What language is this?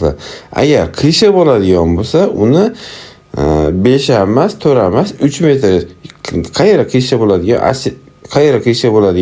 Uzbek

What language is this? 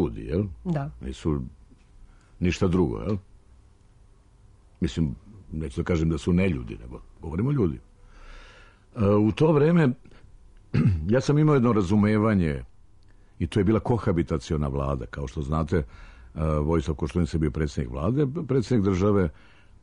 Serbian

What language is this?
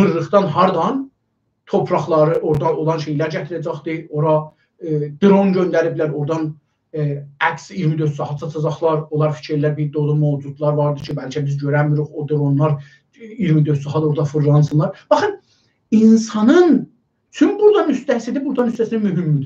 South Azerbaijani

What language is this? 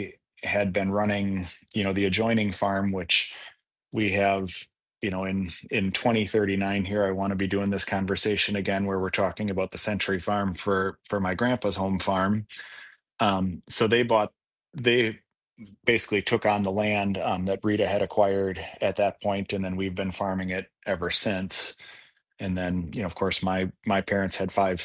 English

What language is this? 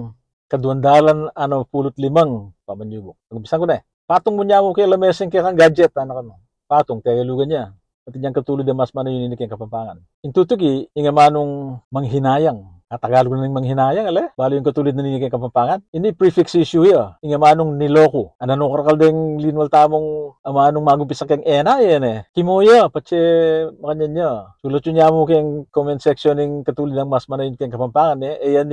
Pampanga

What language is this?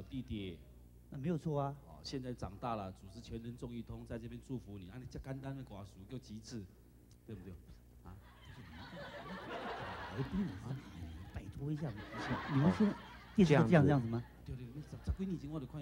Chinese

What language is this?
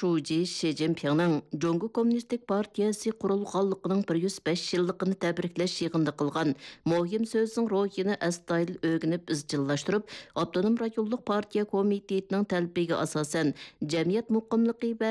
Uyghur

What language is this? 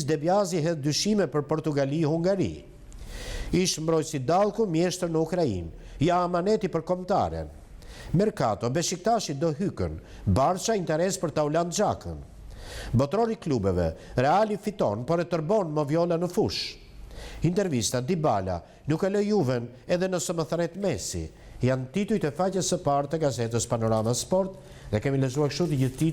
Albanian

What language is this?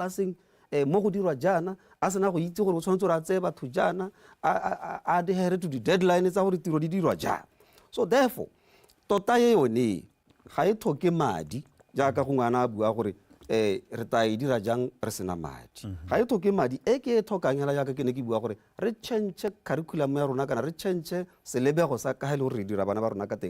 Tswana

